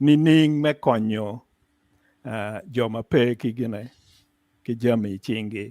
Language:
Acoli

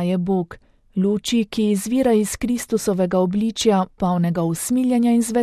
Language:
Slovenian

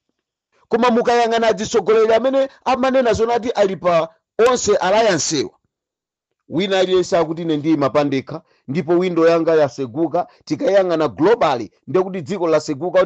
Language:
Nyanja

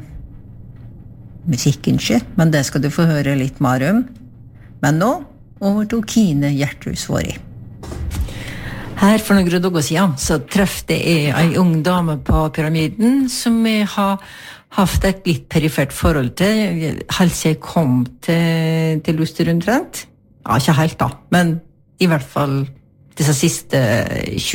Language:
Norwegian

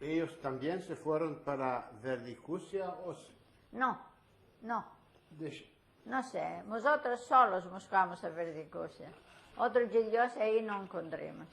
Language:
Ladino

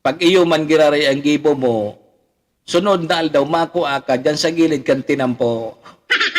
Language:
Bikol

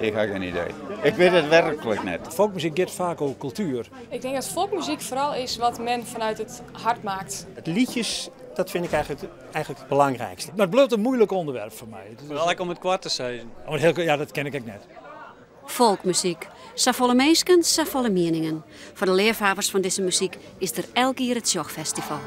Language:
Western Frisian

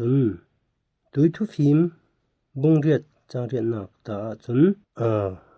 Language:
Falam Chin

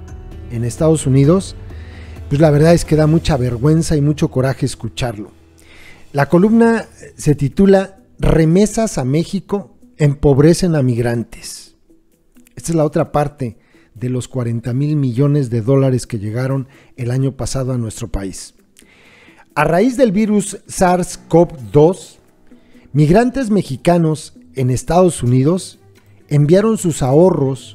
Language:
Spanish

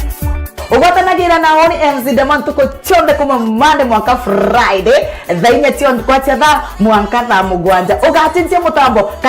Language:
Meru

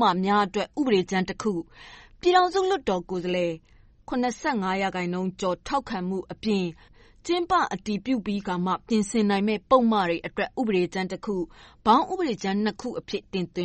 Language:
Burmese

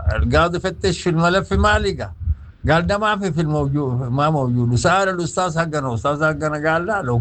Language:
Sudanese Arabic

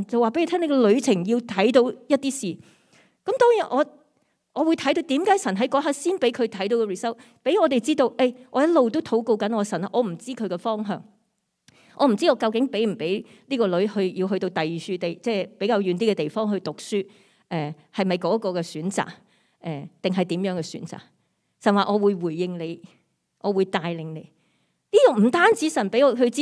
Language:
Cantonese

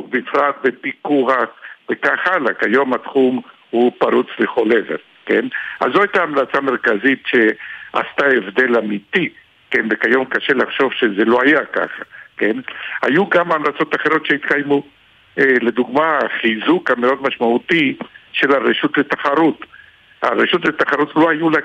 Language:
Hebrew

